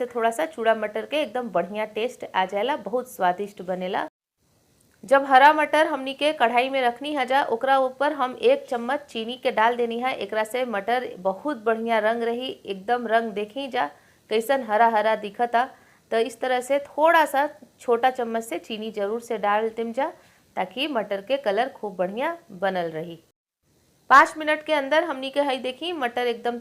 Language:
Bhojpuri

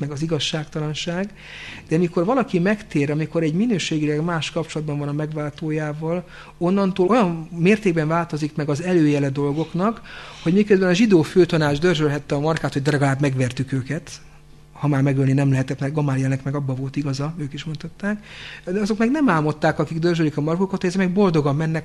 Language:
Hungarian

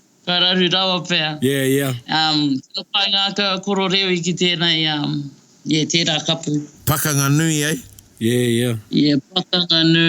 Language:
Māori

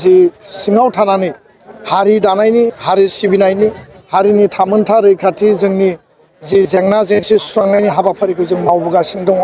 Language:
Bodo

